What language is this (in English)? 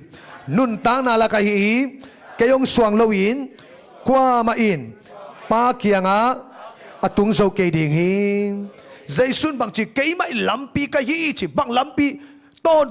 Tedim Chin